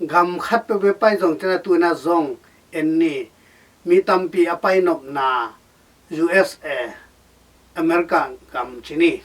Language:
Tedim Chin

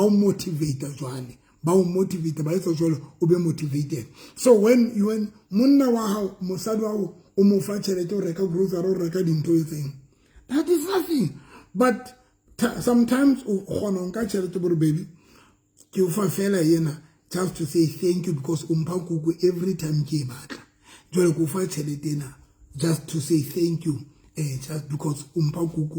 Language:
Southern Sotho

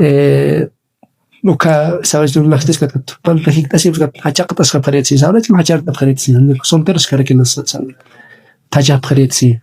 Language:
Aymara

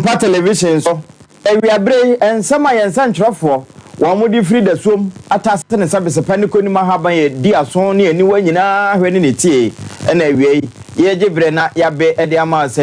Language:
Akan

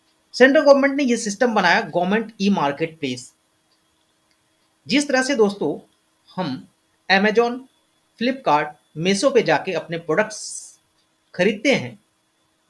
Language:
Hindi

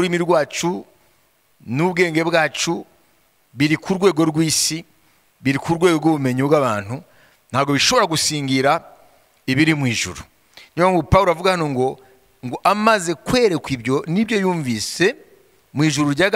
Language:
Kinyarwanda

